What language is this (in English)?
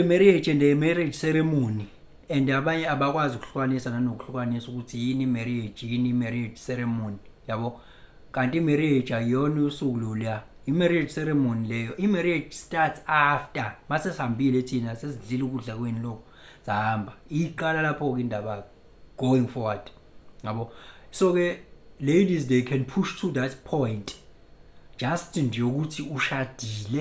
Zulu